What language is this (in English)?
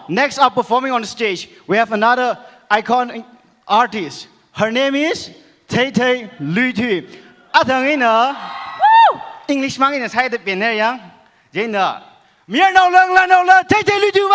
Tangkhul Naga (India)